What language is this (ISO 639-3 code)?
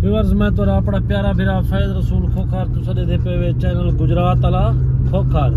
skr